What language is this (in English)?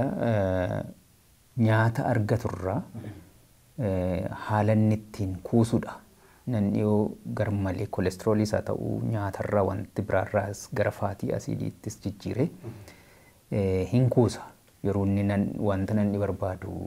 Oromo